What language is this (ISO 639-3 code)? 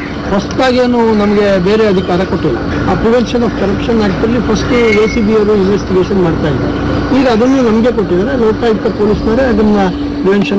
kan